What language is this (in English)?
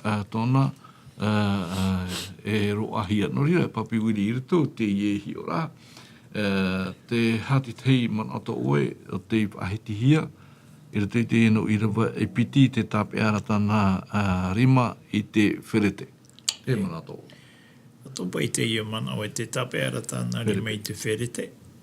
Tahitian